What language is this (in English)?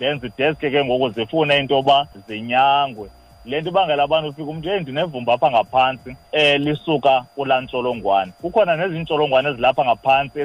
Xhosa